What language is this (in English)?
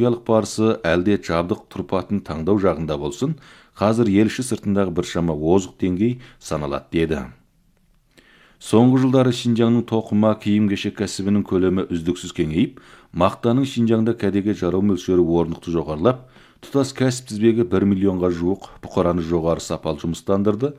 Kazakh